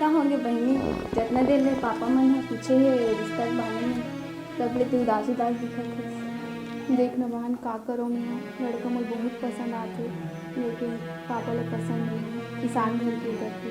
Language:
Chhattisgarhi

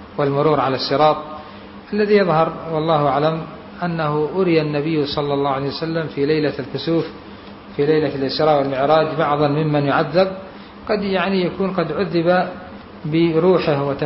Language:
Arabic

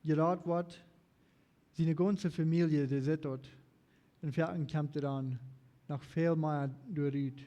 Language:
Plautdietsch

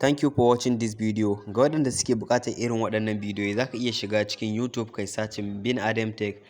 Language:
Hausa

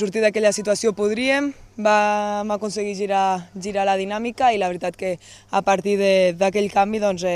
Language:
Catalan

